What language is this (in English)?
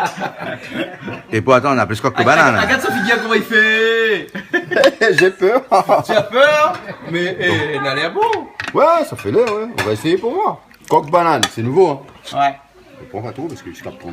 Réunion Creole French